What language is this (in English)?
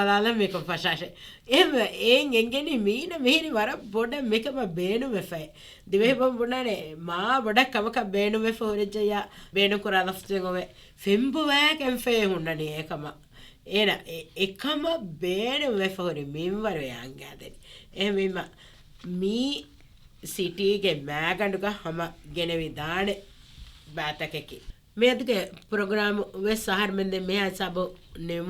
Divehi